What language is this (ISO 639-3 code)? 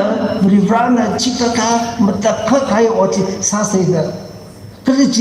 nmf